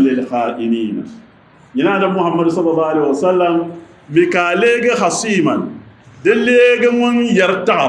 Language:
Dagbani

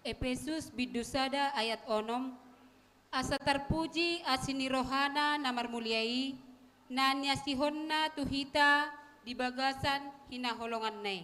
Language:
Batak Toba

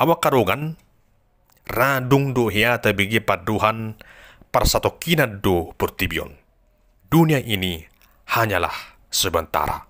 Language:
Batak Toba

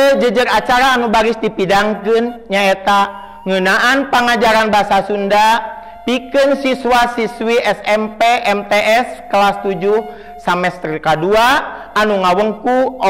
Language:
Sundanese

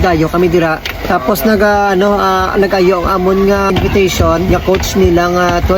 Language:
Hiligaynon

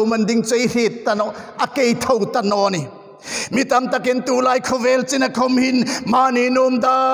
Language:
Hmar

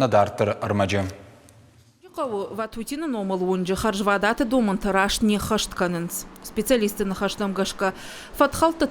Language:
Ossetic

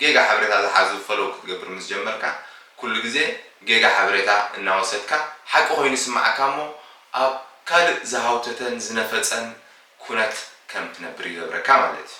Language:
Tigrinya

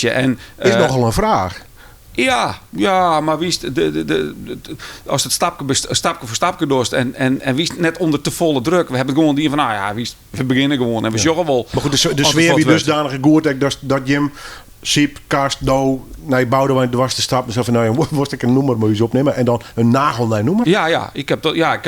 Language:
Western Frisian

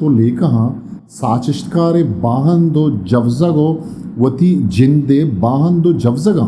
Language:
Eastern Balochi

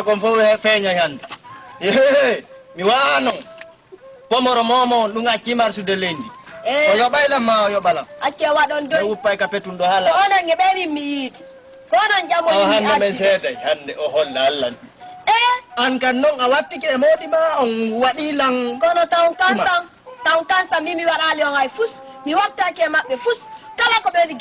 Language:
Fula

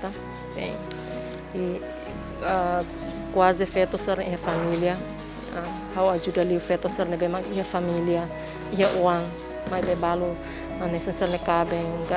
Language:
Tetum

